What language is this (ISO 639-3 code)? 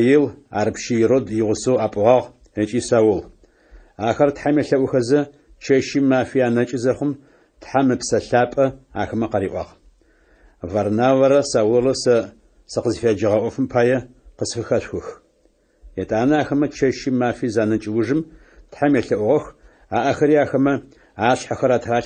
ady